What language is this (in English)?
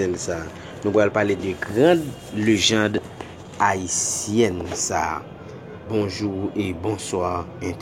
Haitian Creole